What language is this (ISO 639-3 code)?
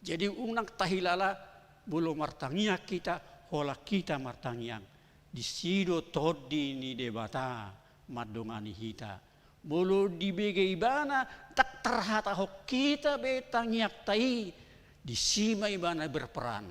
bbc